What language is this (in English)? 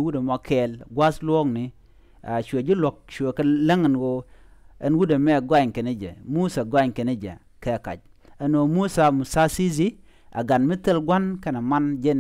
Nuer